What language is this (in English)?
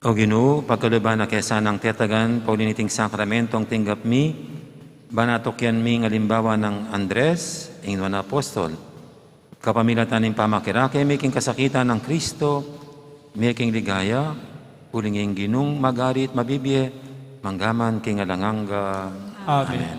Pampanga